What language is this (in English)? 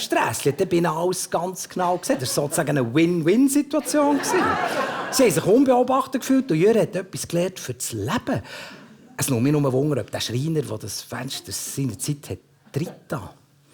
Swiss German